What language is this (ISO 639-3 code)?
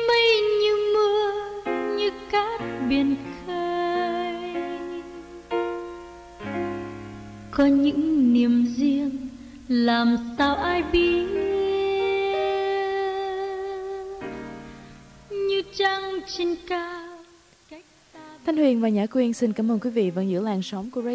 vie